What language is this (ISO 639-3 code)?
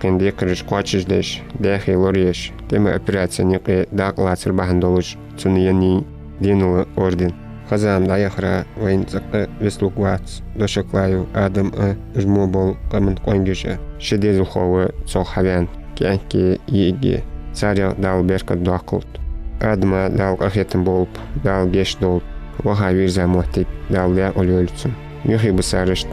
inh